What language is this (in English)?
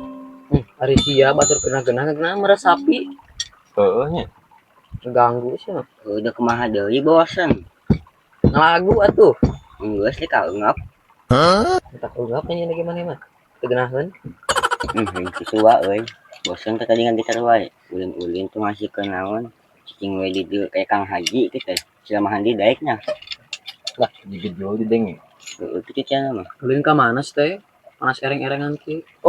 Sundanese